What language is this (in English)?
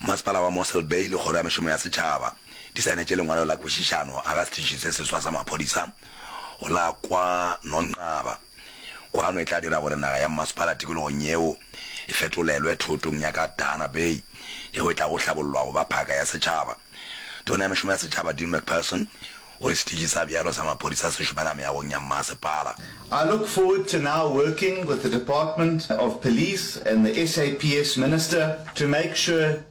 Northern Sotho